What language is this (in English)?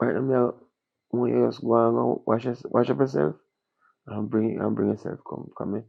Jamaican Creole English